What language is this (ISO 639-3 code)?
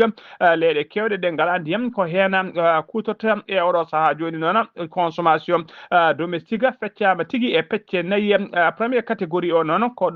ful